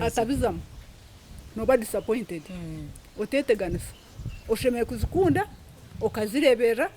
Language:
Nyankole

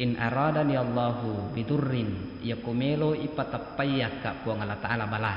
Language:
Buginese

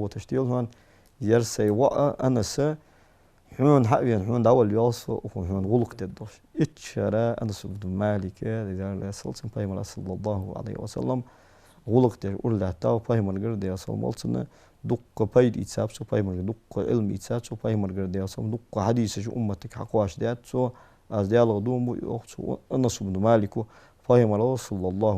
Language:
Ingush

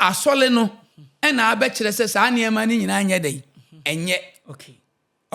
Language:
Akan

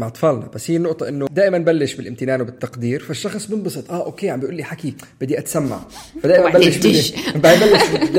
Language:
North Levantine Arabic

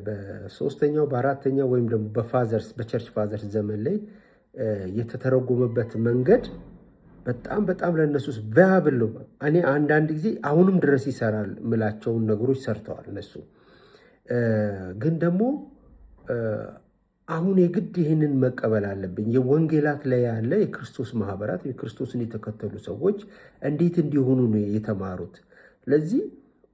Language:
Amharic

